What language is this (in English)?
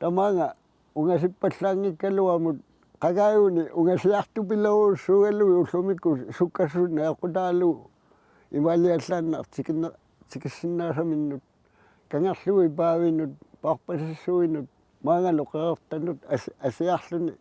Kalaallisut